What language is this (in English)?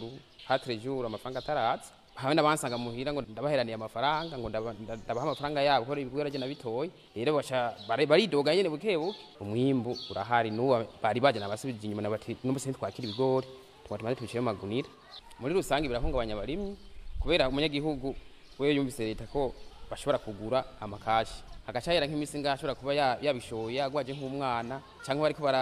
Rundi